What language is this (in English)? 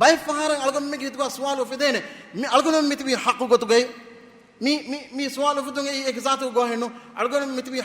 Divehi